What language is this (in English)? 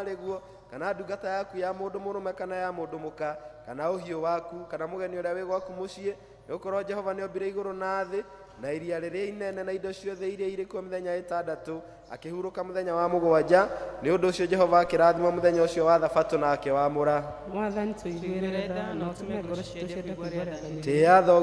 Kikuyu